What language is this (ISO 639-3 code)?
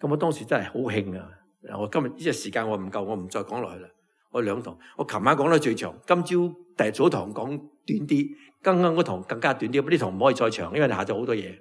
yue